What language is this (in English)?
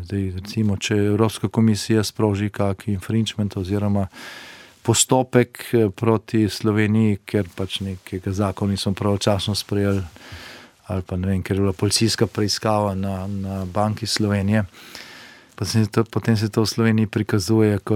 Slovenian